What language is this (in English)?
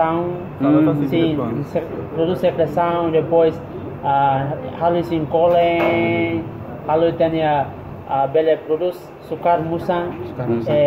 Tetum